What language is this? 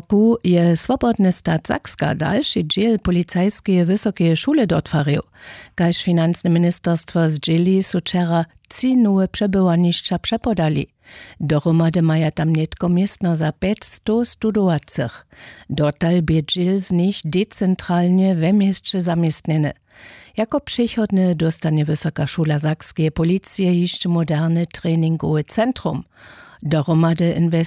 Upper Sorbian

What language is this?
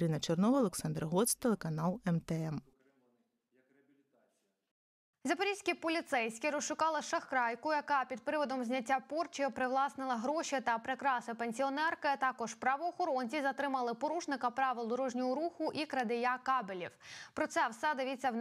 Ukrainian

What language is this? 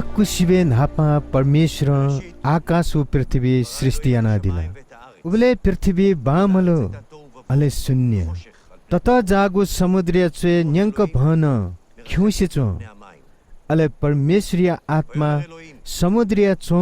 Newari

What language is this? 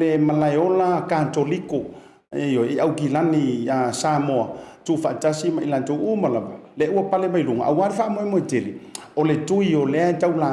Samoan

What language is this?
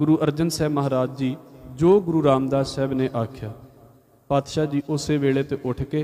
Punjabi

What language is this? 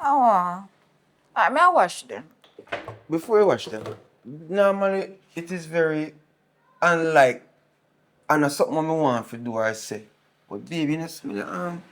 Jamaican Creole English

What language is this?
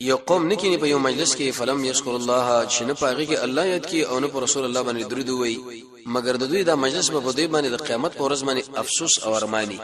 Pashto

